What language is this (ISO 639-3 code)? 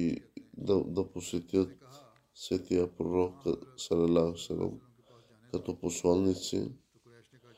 bul